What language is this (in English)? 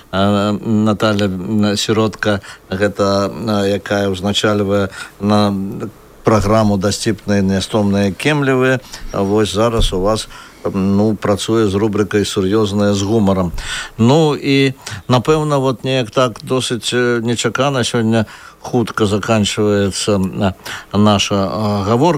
Belarusian